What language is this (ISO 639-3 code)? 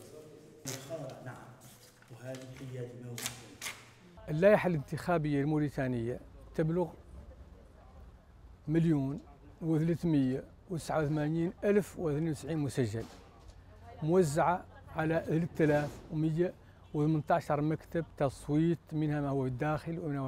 ara